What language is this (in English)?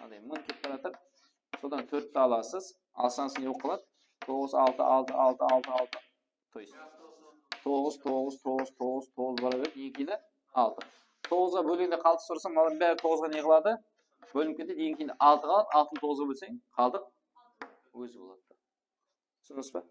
Kara-Kalpak